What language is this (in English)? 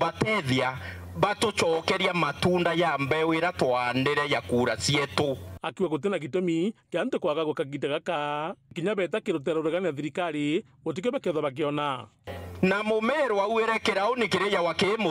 Meru